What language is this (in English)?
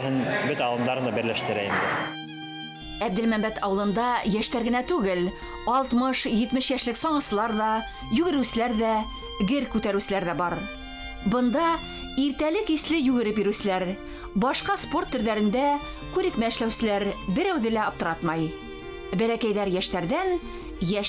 Bashkir